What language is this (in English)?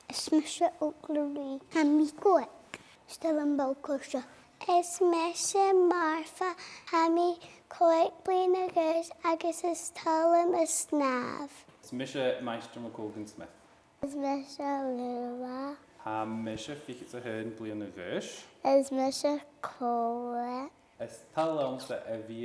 Scottish Gaelic